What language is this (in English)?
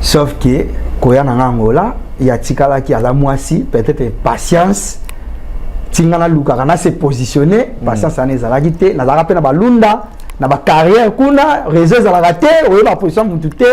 Lingala